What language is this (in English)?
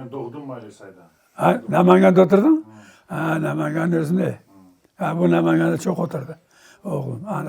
Crimean Tatar